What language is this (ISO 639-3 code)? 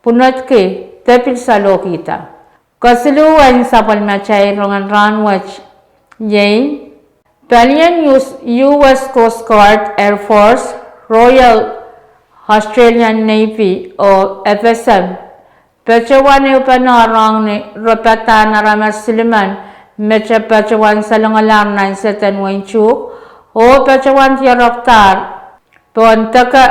pon